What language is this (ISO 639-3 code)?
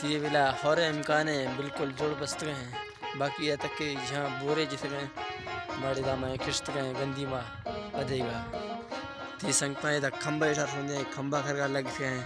bal